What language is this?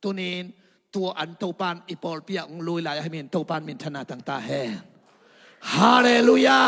Tedim Chin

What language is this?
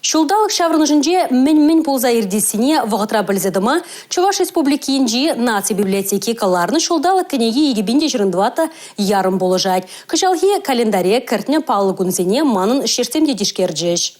Chuvash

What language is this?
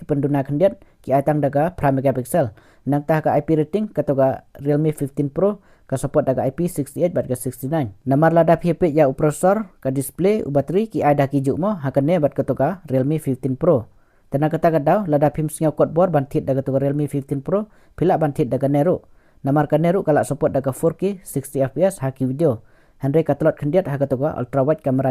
Khasi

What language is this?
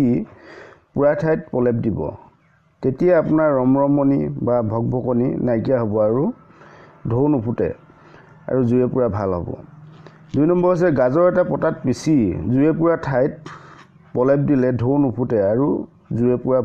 Assamese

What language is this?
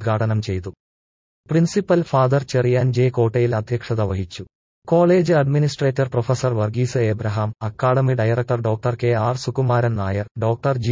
Malayalam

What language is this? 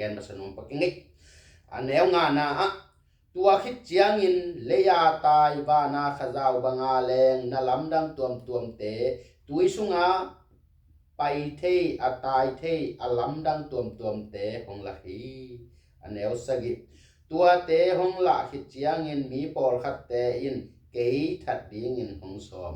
Tedim Chin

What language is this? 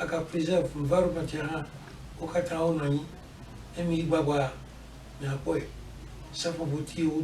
Ewe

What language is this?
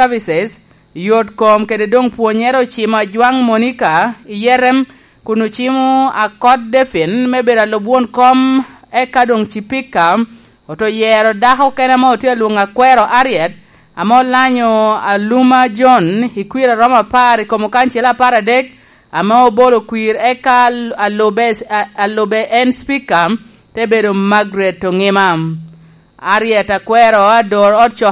Lango (Uganda)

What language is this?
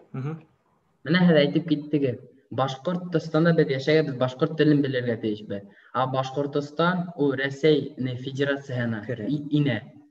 Bashkir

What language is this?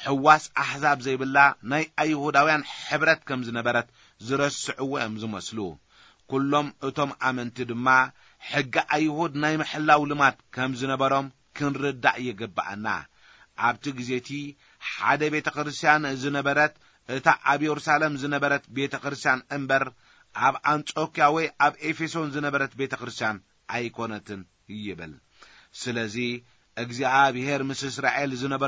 Tigrinya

